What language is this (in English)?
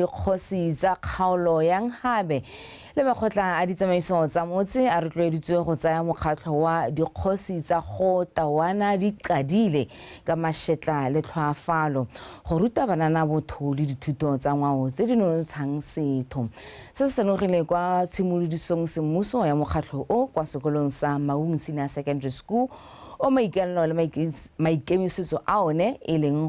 Tswana